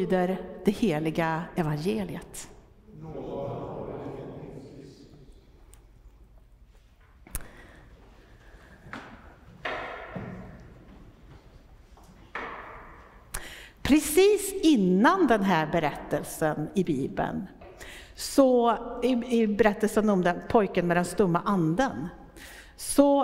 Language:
Swedish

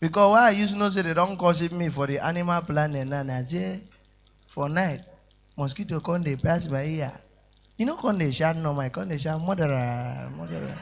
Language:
Nigerian Pidgin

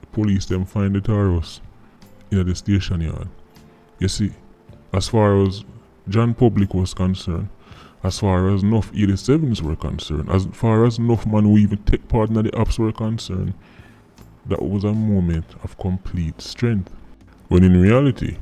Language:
Jamaican Creole English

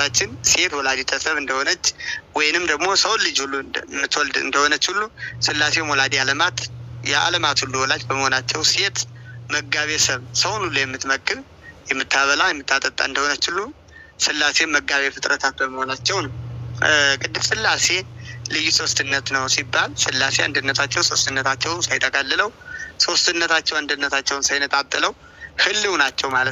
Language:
Amharic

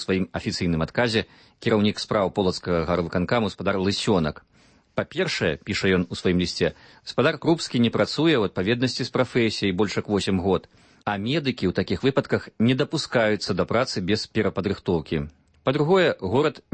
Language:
Belarusian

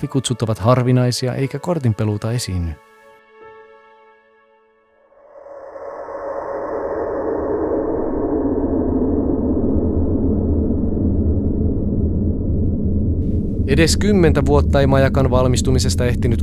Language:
Finnish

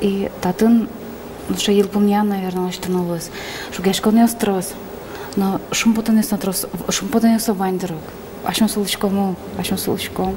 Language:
Udmurt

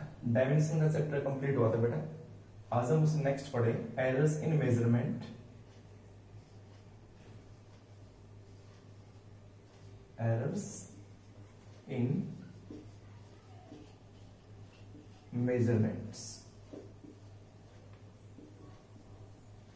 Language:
Hindi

